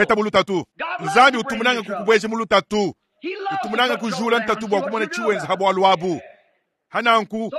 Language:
Luba-Lulua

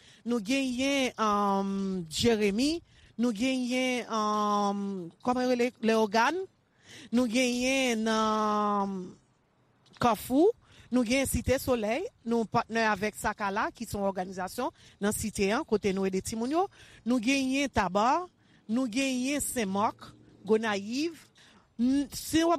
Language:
Haitian Creole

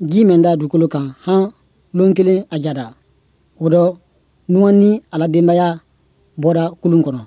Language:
Bambara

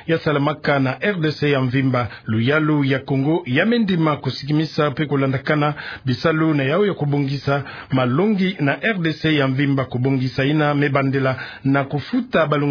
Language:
Kituba (Democratic Republic of Congo)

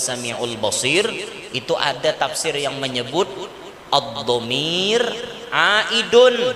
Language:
Banjar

